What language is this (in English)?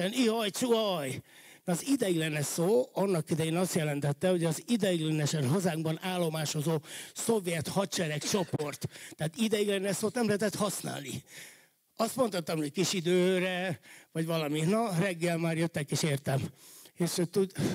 Hungarian